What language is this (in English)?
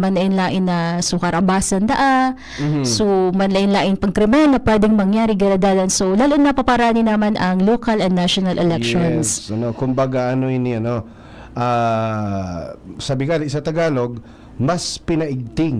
Bikol